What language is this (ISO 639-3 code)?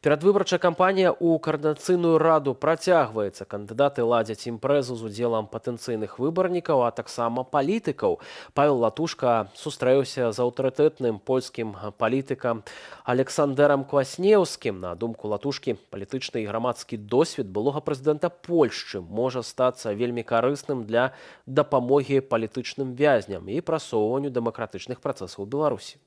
bel